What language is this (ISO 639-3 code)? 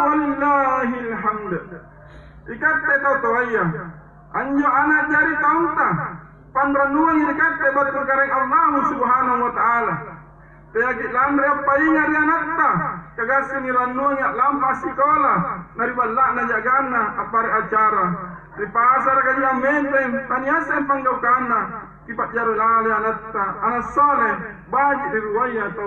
mak